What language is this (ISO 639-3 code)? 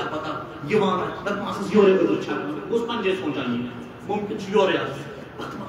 kas